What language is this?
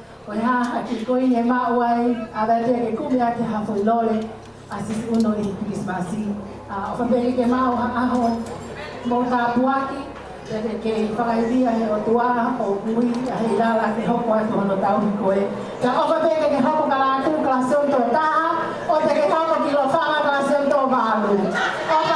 Tongan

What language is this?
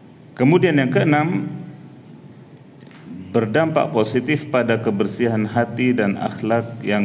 Indonesian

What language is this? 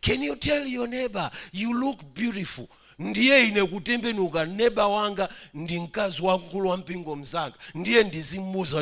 Nyanja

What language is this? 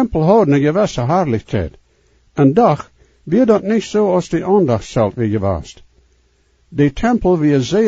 Plautdietsch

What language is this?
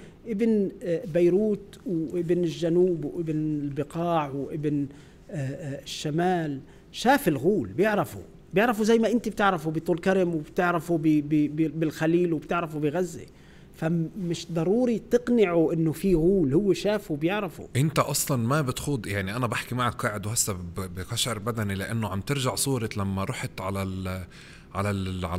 North Levantine Arabic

